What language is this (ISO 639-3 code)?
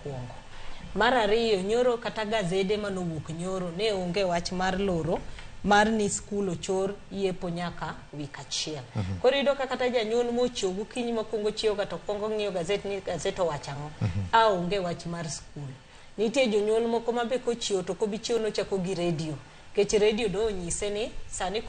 luo